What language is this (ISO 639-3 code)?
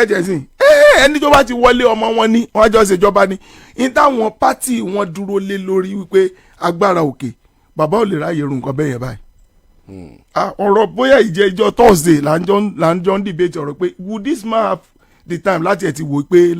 yor